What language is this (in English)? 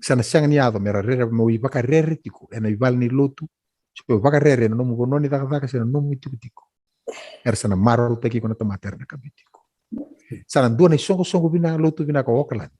Fijian